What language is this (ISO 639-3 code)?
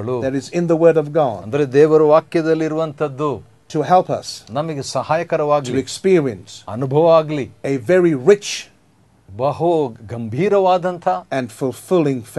kan